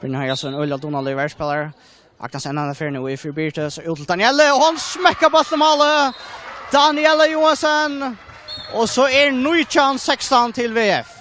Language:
Faroese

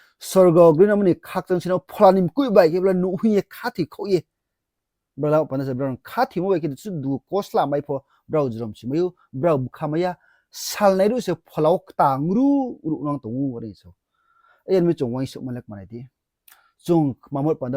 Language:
Riang (India)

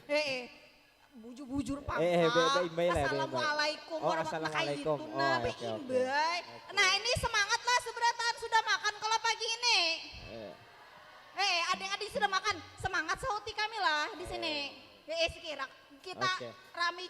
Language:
Banjar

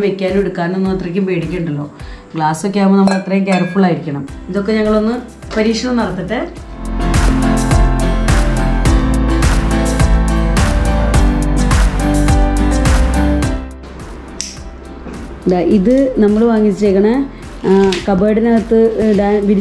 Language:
Malayalam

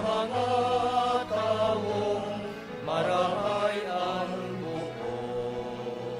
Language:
Bikol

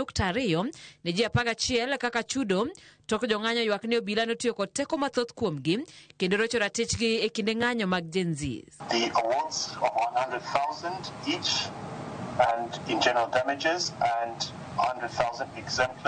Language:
Luo (Kenya and Tanzania)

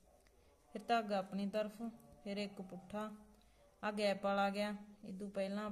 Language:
Punjabi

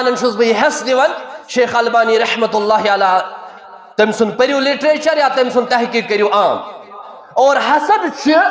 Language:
Kashmiri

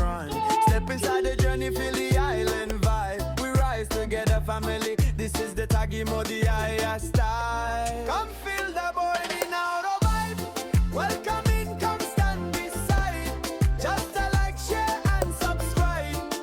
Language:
Fijian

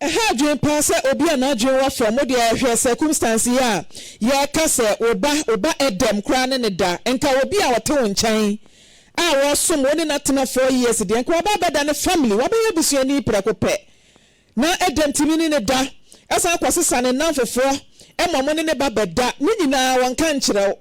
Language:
Akan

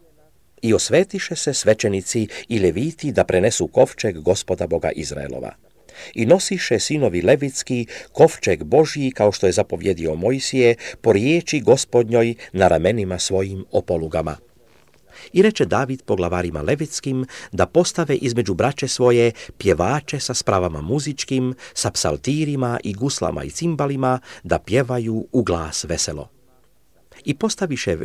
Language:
Serbian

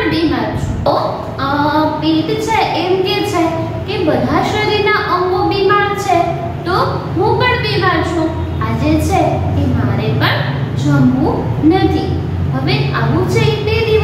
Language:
Gujarati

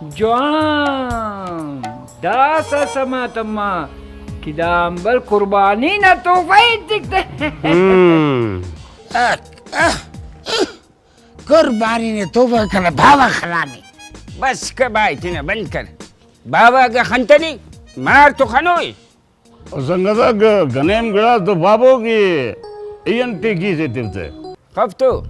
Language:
Brahui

